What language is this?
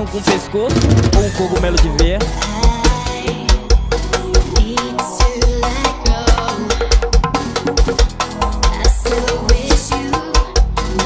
Portuguese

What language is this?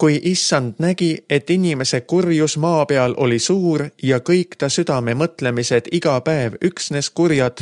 Estonian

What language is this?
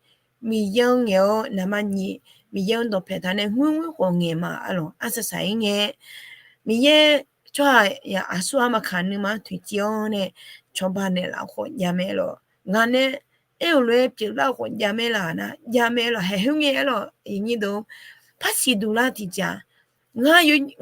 Akha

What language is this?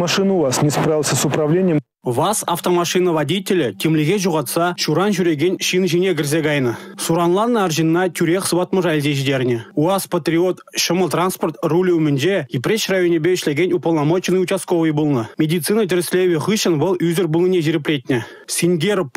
Chuvash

